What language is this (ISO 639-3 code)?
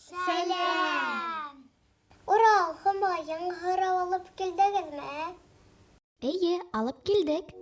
bak